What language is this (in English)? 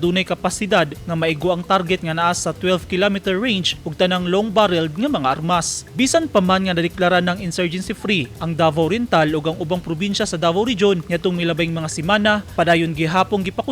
Cebuano